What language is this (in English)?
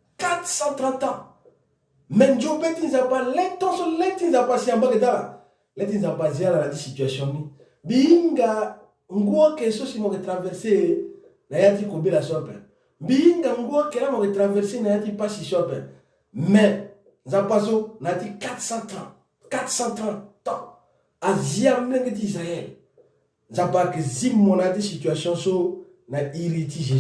Sango